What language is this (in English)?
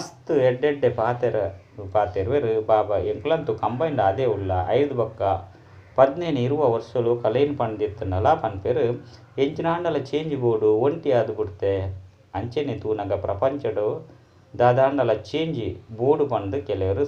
Tulu